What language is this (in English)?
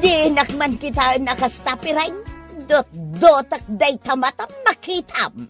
Iloko